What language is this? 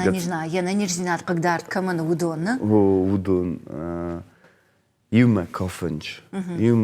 Ossetic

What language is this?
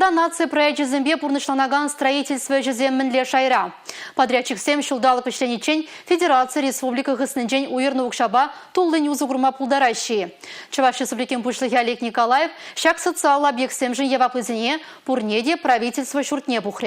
Chuvash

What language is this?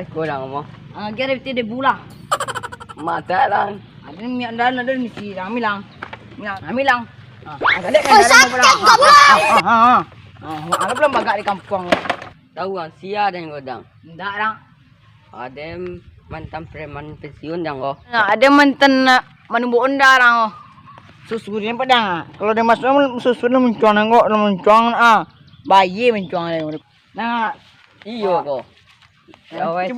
Minangkabau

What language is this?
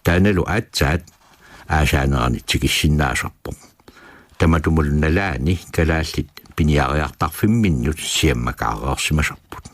Kalaallisut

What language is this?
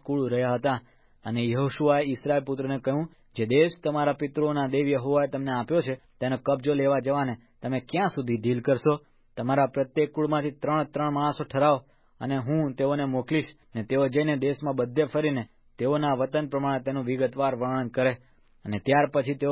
Gujarati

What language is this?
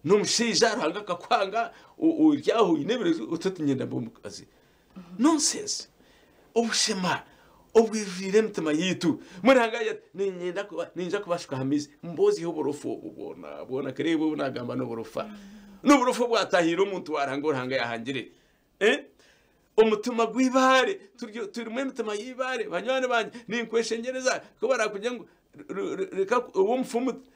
Nyankole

